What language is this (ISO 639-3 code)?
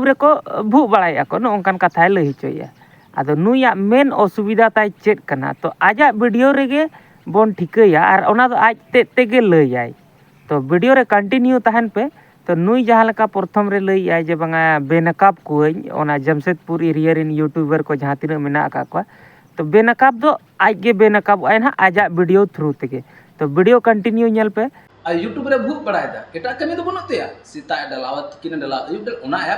sat